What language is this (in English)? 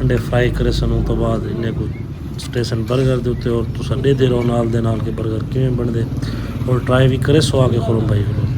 Saraiki